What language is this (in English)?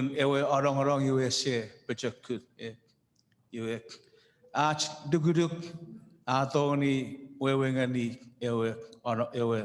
Chuukese